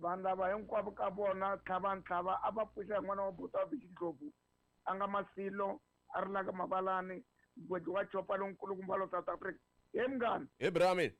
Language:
Tsonga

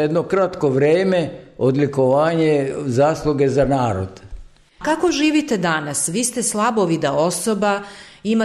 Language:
Serbian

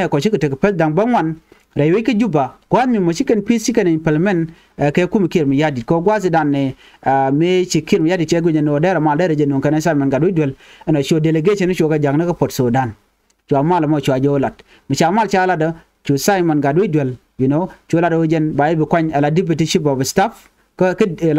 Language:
Nuer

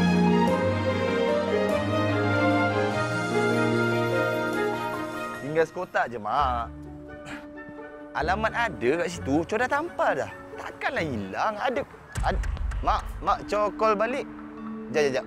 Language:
Malay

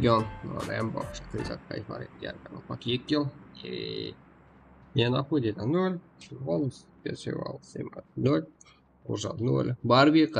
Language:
Kara-Kalpak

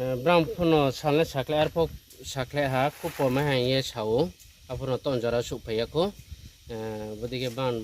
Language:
Riang (India)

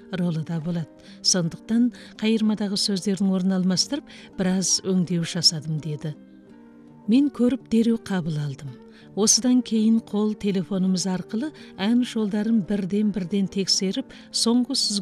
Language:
Kazakh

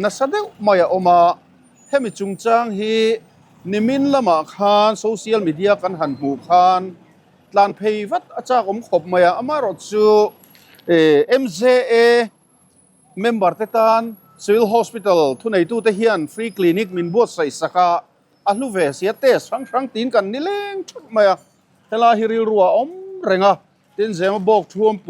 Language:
Mizo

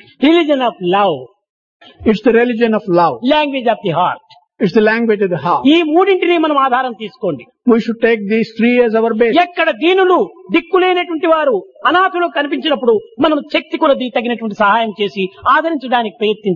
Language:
Telugu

